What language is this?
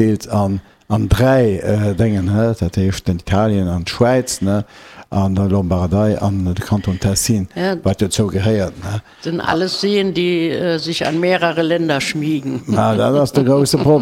Luxembourgish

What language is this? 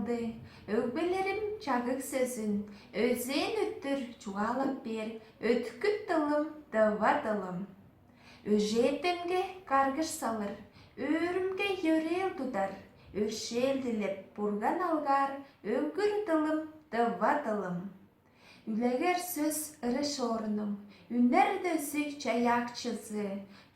Tuvinian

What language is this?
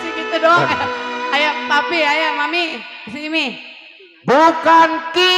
Betawi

